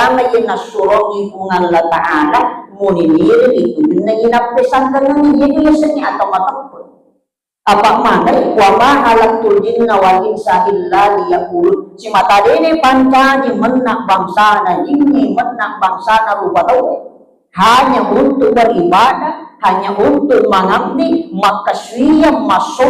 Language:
Buginese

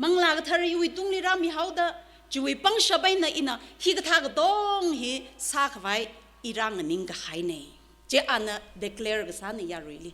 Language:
Tangkhul Naga (India)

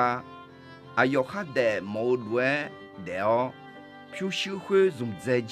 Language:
Akha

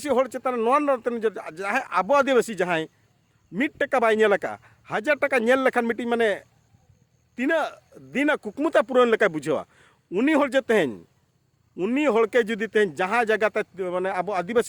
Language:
Santali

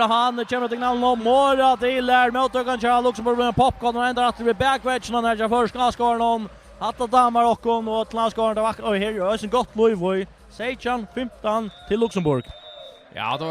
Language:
Faroese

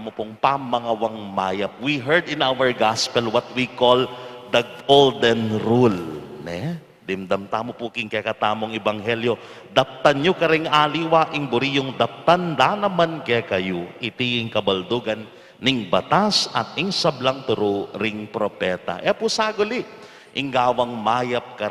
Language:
Pampanga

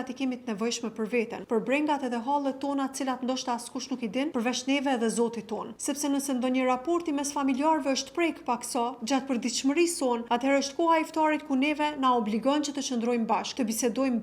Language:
Albanian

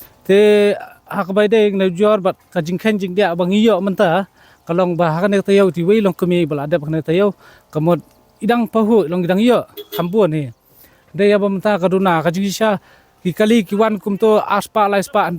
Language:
Khasi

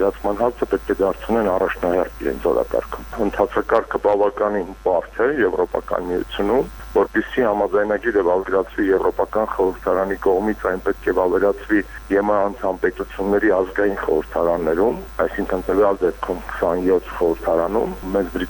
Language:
Armenian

